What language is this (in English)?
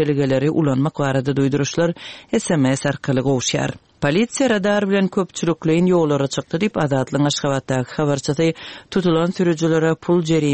Turkmen